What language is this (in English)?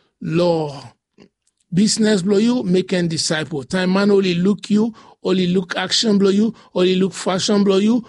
Bislama